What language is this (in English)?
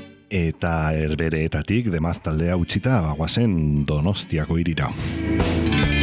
Basque